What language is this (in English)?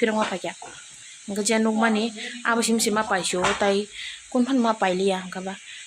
Kok Borok